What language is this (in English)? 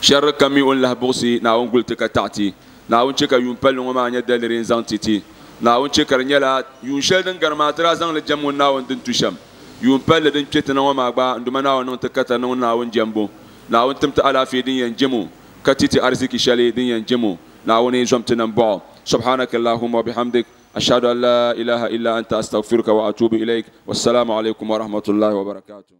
Dagbani